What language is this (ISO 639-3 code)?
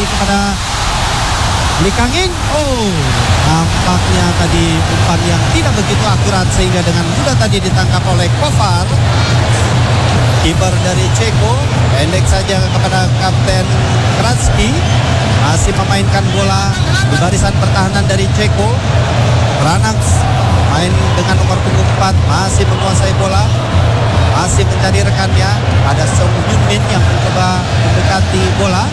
ind